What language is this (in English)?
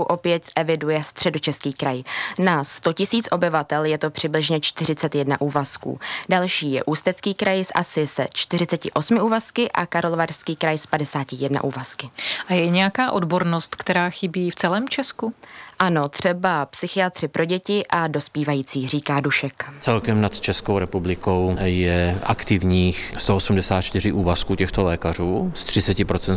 Czech